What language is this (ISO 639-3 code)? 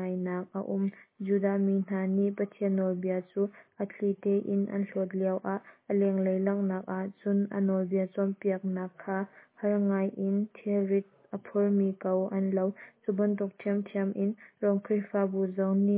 cnh